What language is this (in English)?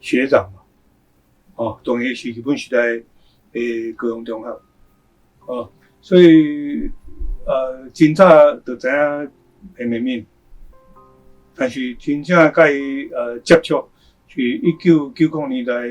Min Nan Chinese